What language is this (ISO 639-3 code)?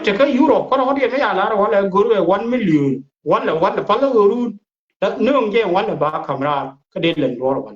nus